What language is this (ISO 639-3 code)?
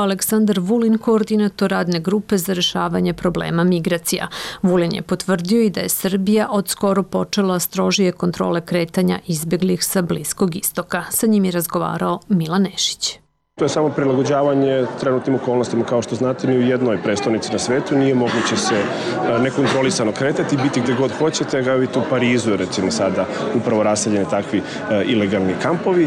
srp